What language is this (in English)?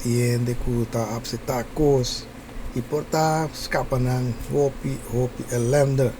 Papiamento